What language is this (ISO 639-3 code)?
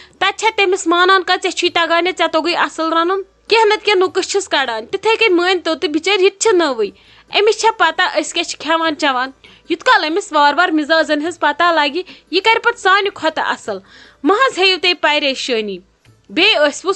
kas